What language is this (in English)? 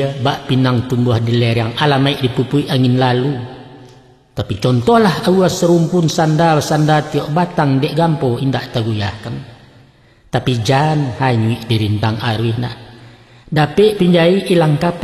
Minangkabau